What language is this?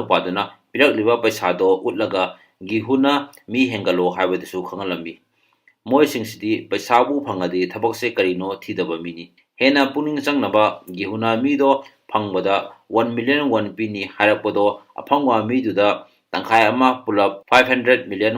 Manipuri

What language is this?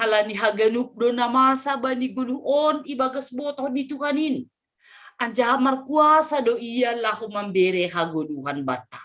Batak Simalungun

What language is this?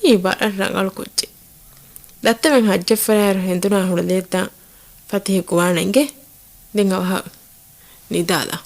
Divehi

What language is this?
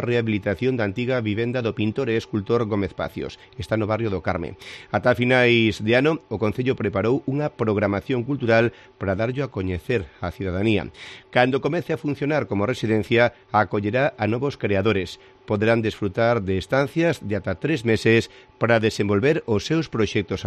Galician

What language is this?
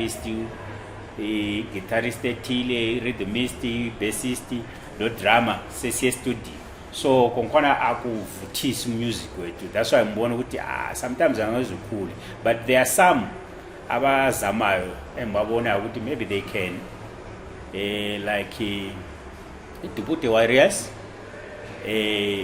Zulu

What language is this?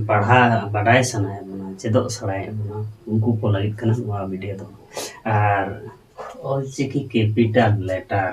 Santali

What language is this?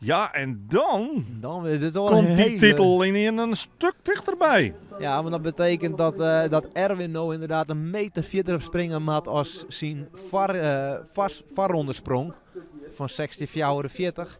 Western Frisian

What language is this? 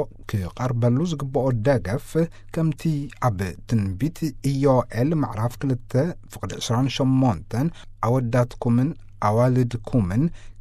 Tigrinya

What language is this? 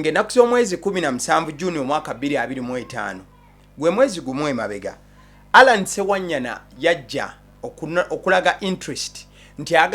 Ganda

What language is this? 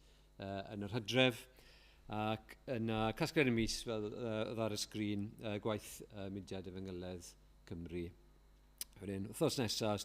Welsh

